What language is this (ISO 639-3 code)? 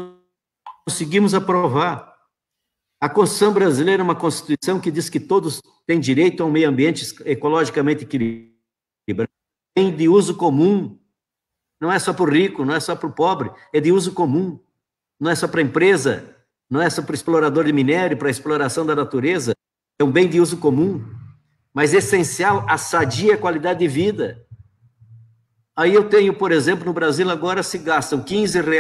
por